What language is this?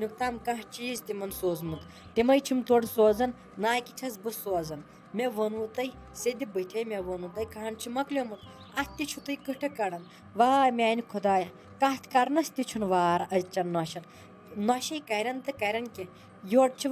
Kashmiri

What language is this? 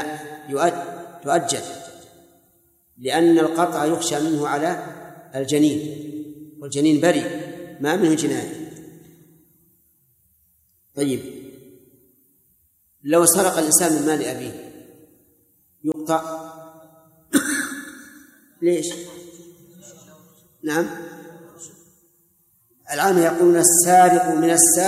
Arabic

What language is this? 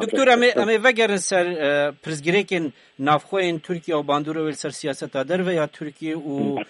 Kurdish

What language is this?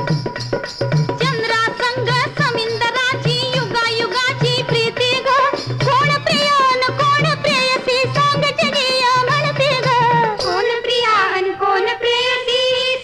Marathi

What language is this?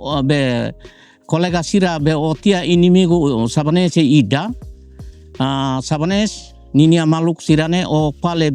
Tetum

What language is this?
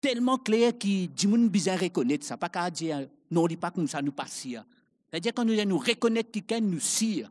Morisyen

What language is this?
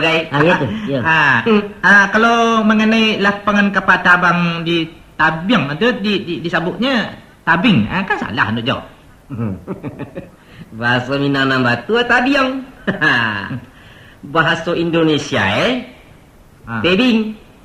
Minangkabau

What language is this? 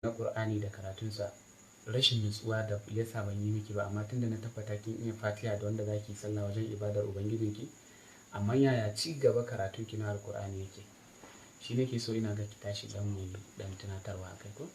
Hausa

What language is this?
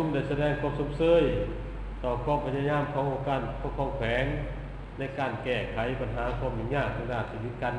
Lao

